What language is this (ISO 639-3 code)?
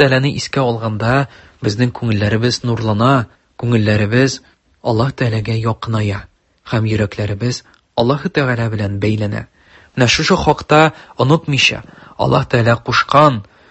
tat